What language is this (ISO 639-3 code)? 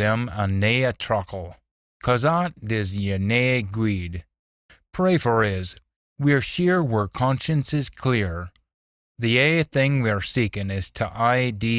sco